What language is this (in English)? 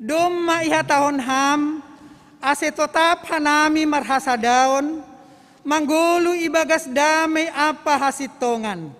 Batak Simalungun